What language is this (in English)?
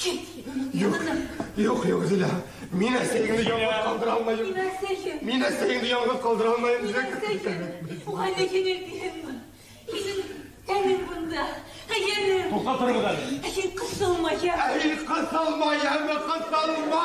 Bashkir